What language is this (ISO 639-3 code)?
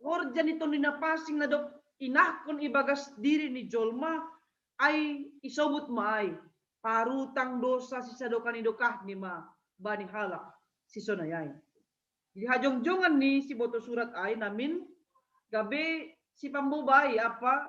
bts